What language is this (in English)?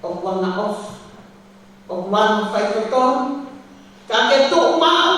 Tongan